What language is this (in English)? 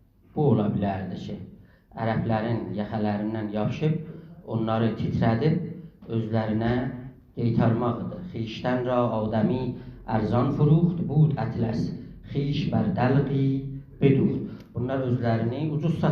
South Azerbaijani